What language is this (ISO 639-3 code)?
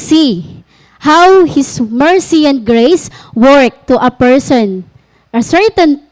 war